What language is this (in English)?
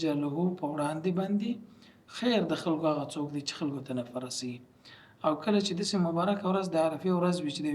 Pashto